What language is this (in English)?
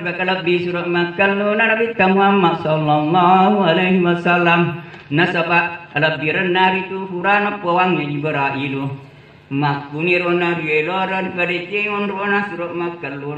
Buginese